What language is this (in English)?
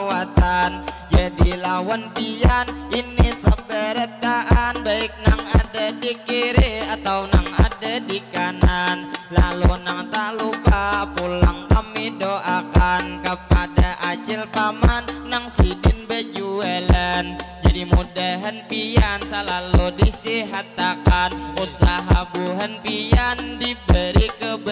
Banjar